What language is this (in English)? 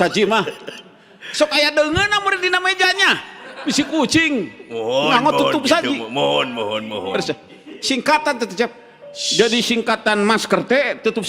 Sundanese